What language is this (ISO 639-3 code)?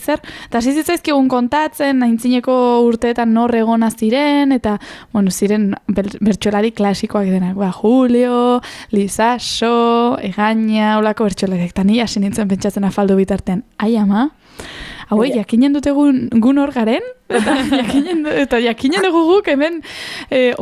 eus